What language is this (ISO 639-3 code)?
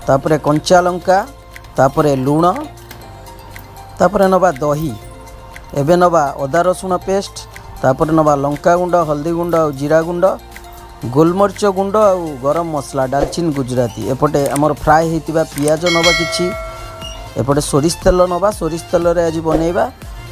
ori